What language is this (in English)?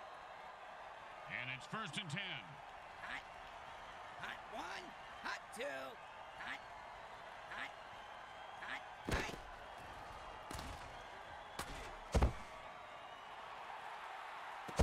English